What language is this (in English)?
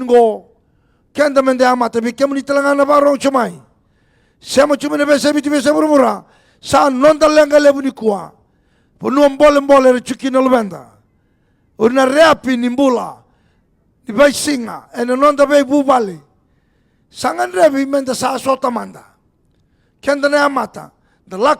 Fijian